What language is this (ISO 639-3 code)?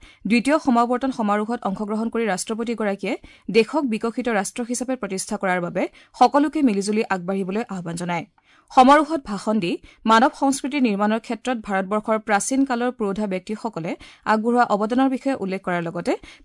asm